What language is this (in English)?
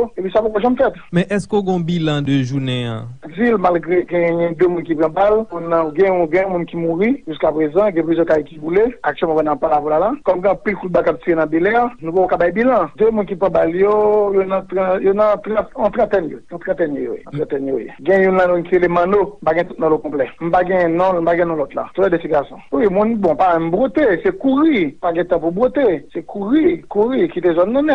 Haitian Creole